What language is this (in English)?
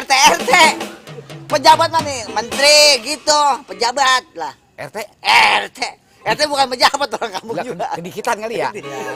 Betawi